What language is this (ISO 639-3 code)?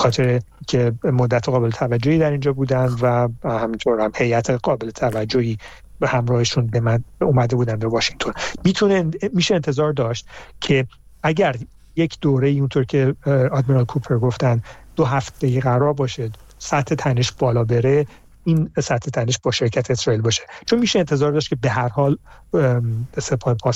fas